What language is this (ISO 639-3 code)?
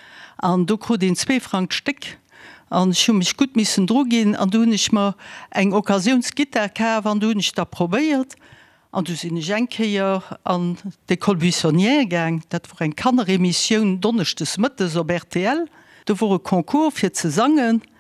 ltz